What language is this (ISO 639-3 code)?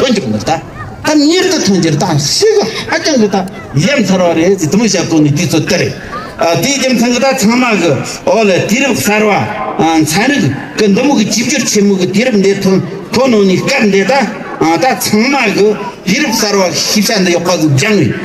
bod